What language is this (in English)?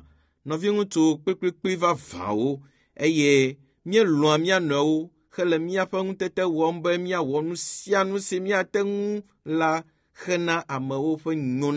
Ewe